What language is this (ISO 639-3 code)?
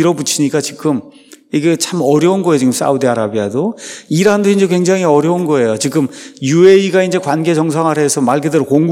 kor